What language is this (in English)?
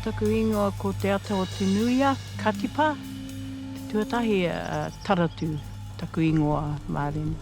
Māori